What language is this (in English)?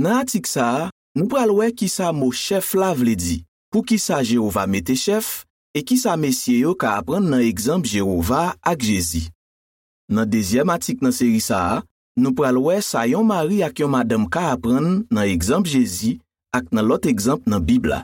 Haitian Creole